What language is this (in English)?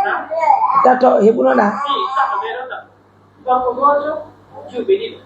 Pular